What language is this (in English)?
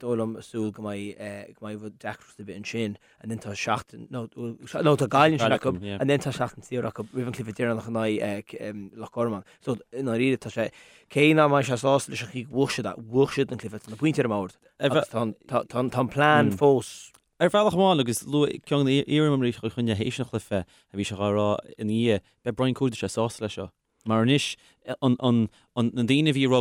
Irish